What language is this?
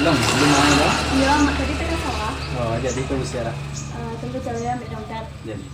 Minangkabau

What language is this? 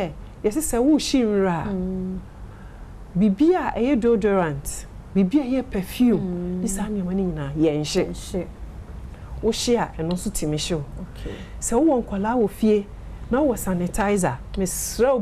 Akan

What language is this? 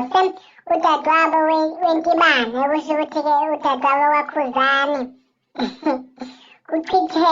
Zulu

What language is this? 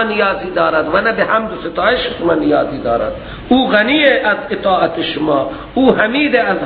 Persian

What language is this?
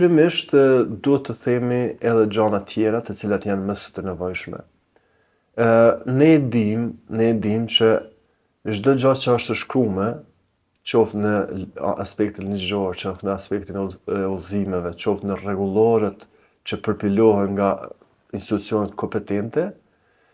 Albanian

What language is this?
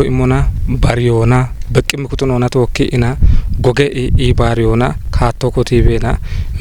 Kafa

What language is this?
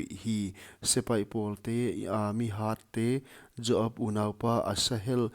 Paite Chin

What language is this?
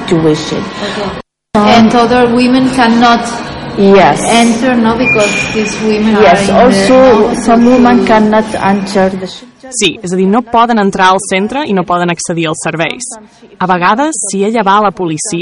Catalan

